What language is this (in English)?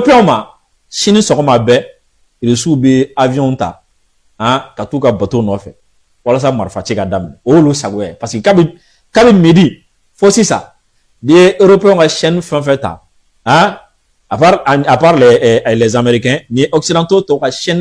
Bambara